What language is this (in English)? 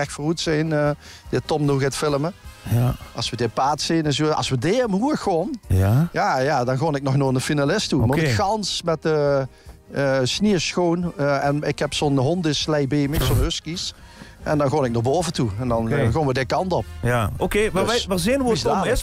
Limburgish